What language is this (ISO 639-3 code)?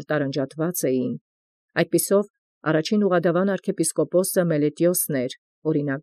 hye